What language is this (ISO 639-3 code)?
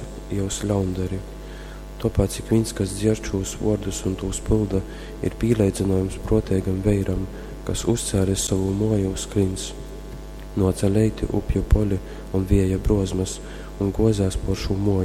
ltg